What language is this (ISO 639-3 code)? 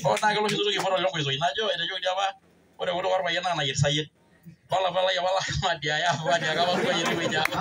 mas